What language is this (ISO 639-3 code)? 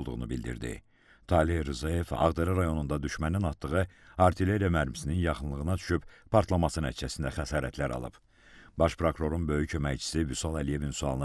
aze